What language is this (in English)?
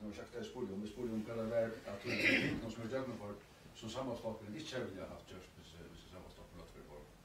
Faroese